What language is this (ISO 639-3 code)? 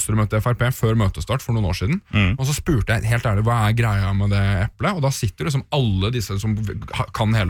nor